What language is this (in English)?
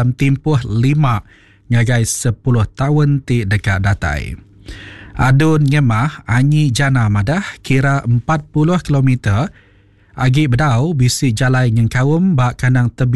Iban